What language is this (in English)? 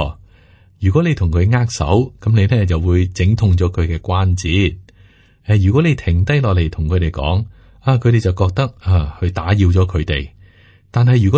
Cantonese